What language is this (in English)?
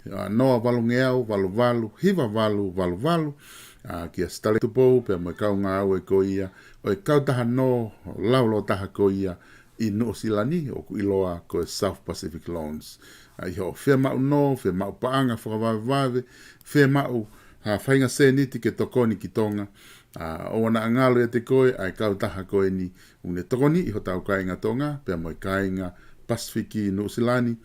Tongan